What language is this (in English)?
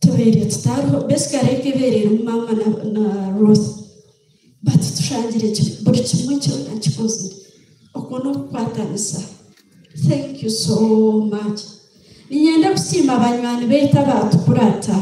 Nyankole